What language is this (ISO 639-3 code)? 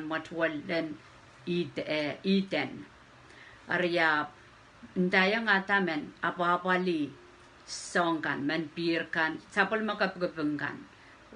pon